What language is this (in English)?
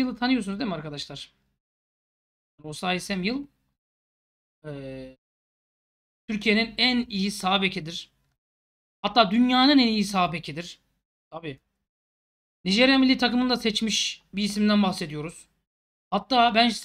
Turkish